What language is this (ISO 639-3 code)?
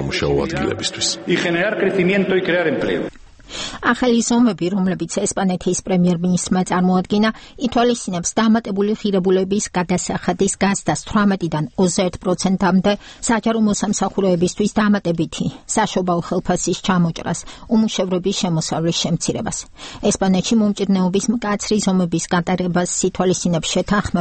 kat